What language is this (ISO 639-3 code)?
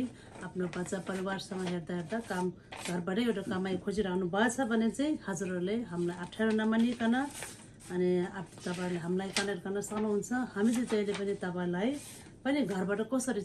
nep